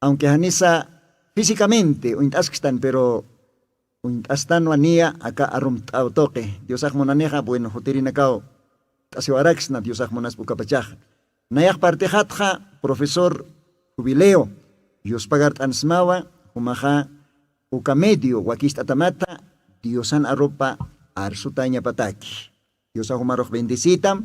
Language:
Aymara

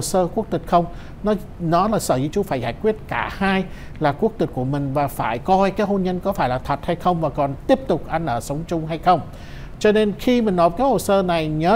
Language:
Vietnamese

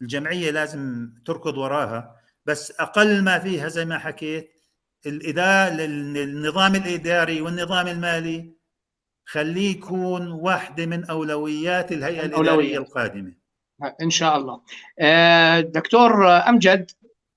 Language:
North Levantine Arabic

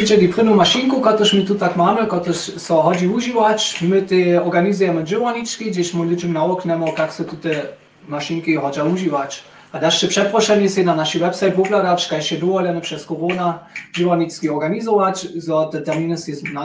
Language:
Upper Sorbian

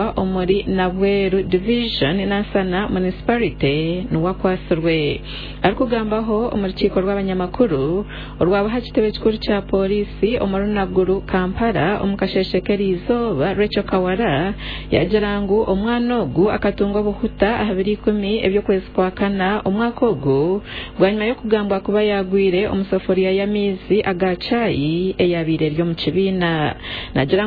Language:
Nyankole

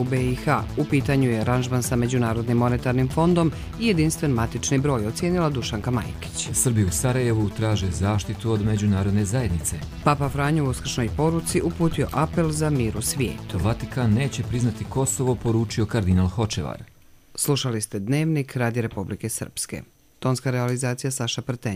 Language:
Croatian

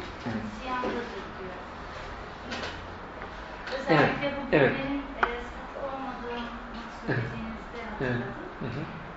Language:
Turkish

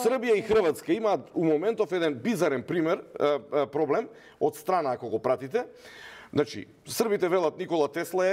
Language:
Macedonian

